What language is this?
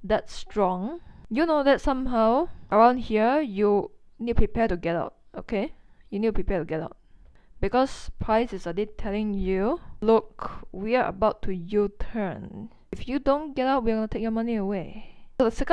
English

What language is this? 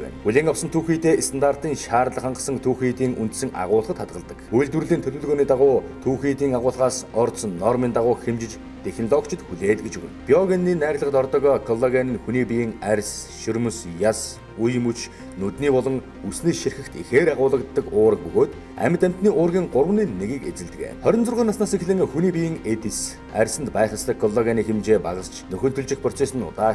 Mongolian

